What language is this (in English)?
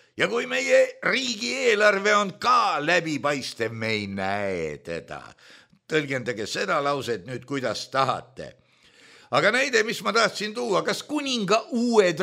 Estonian